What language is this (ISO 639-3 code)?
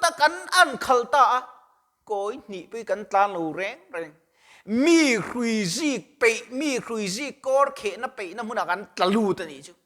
lus